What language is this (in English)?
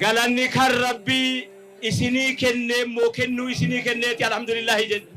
Oromo